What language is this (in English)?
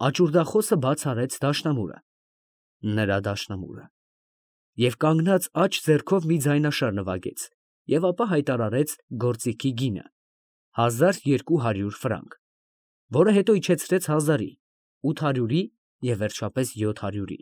Armenian